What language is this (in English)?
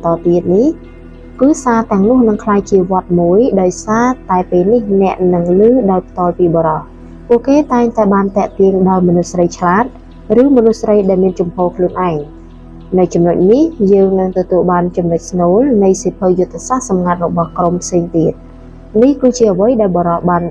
Khmer